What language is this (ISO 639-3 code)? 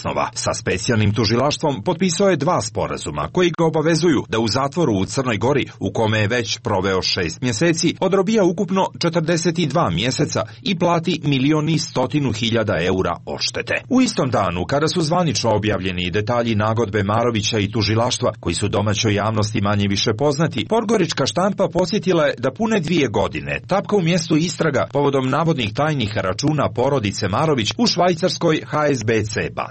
srp